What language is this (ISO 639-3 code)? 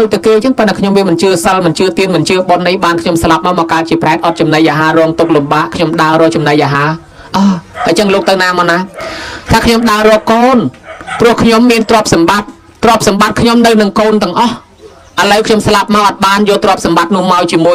khm